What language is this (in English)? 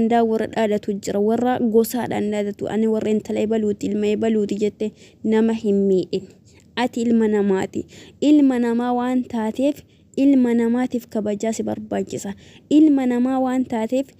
Oromo